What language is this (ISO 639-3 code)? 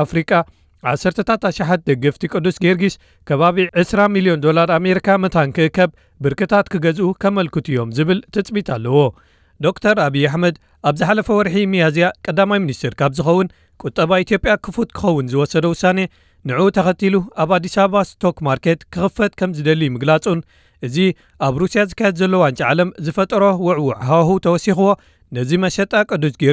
tir